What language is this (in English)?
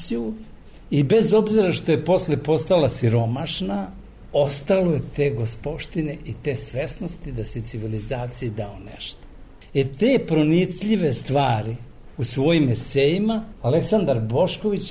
Serbian